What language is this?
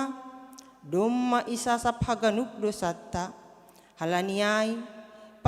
Batak Simalungun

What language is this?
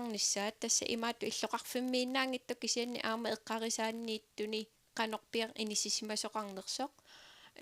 Kalaallisut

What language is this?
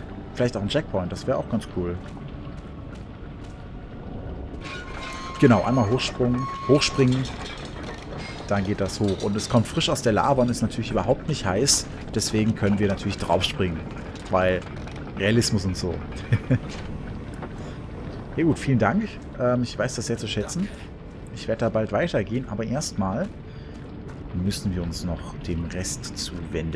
German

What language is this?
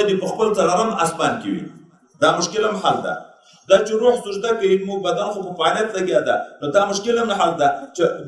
Pashto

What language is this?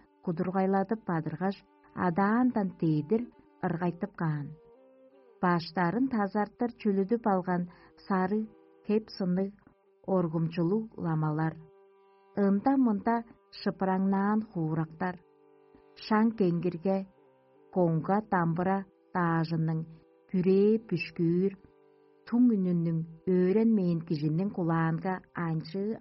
Tuvinian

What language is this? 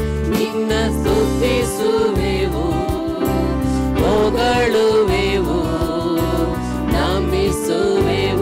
Kannada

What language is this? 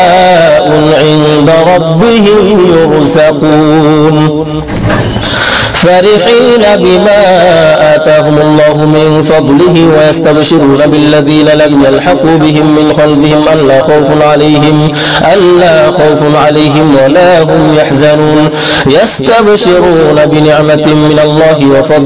Arabic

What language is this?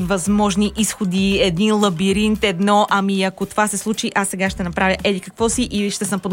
Bulgarian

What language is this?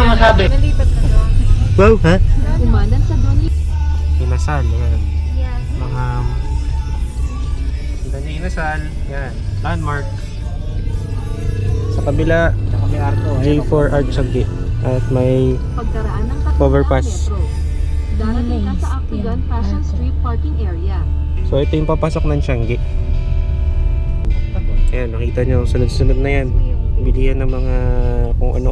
Filipino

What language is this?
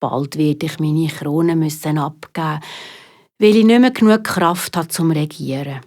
Swiss German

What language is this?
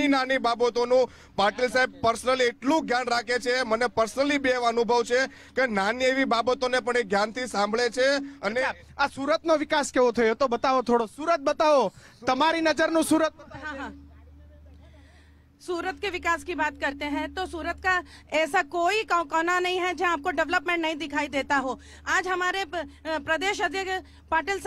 Gujarati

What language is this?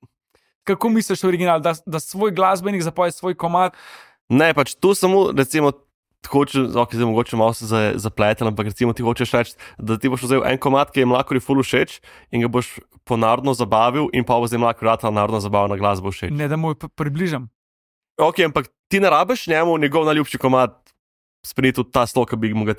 Slovenian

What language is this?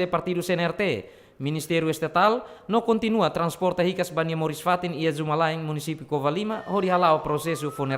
Tetum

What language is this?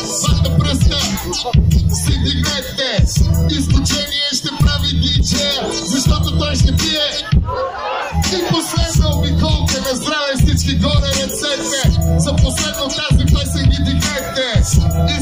Bulgarian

